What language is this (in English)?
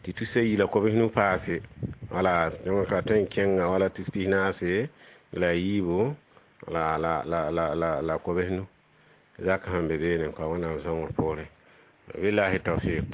Mossi